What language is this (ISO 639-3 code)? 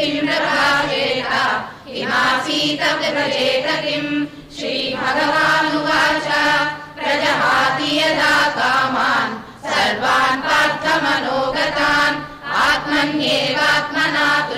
san